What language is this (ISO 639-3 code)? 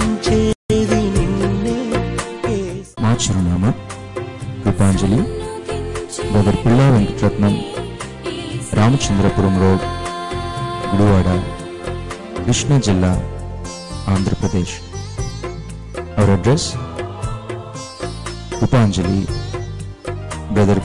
tel